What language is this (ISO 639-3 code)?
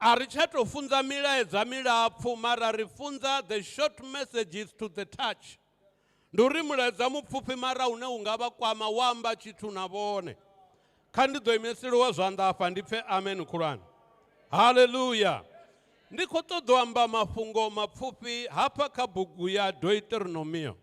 ven